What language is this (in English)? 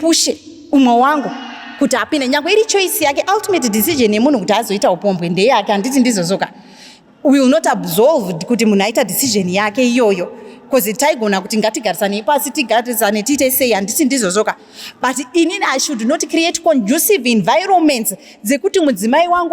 Shona